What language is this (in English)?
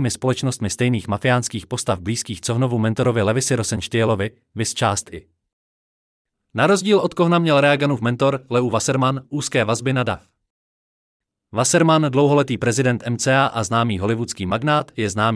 Czech